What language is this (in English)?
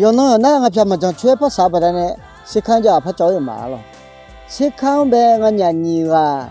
Akha